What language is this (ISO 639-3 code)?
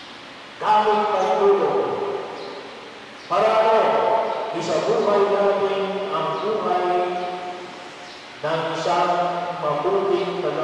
fil